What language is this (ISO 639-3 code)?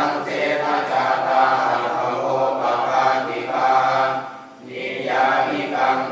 pli